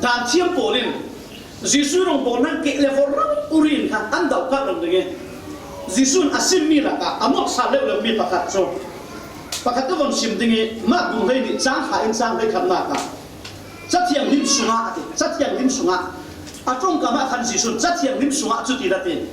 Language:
Falam Chin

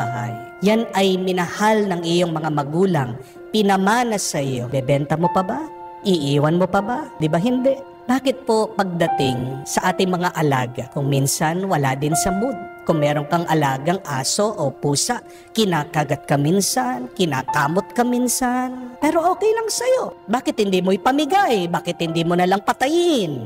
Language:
Filipino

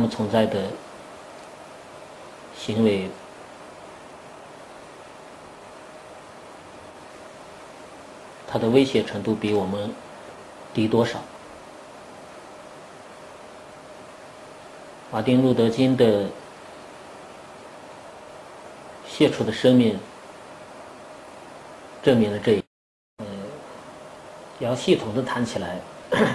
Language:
Chinese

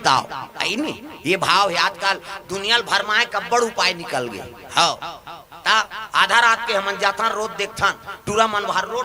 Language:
Chhattisgarhi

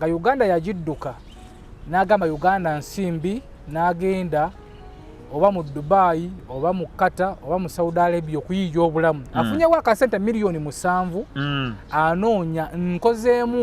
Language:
Ganda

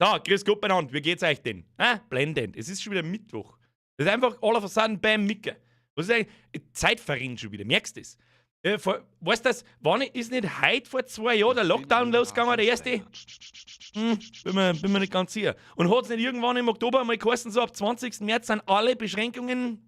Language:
Bavarian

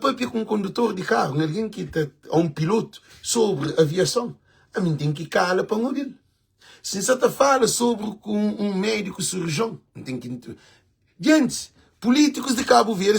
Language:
Kabuverdianu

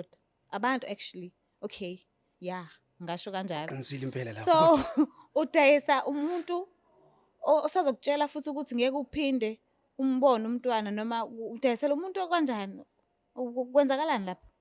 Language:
Zulu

